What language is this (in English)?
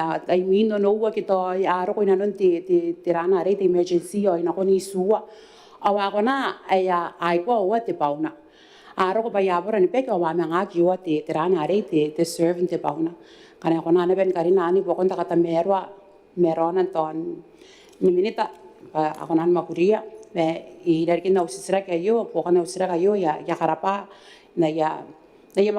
Gilbertese